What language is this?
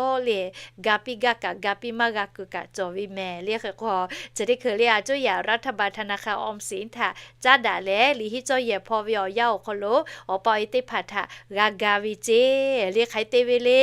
Lahu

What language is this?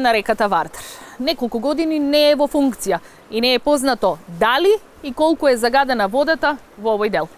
Macedonian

